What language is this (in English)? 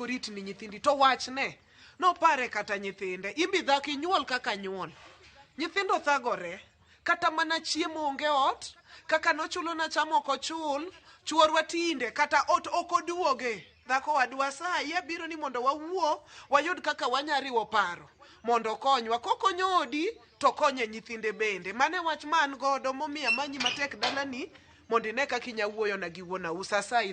Luo (Kenya and Tanzania)